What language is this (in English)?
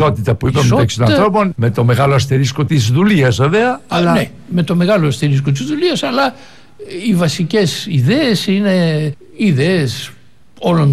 Greek